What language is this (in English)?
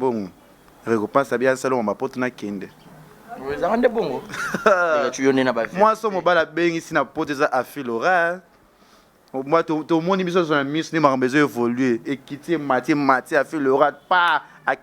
Lingala